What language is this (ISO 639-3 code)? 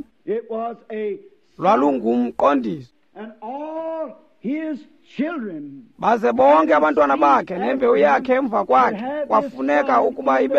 xho